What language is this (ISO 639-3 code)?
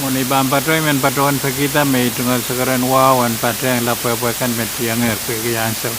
pon